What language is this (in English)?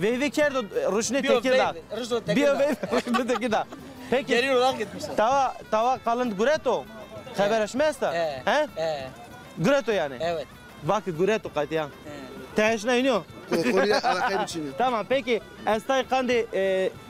Zaza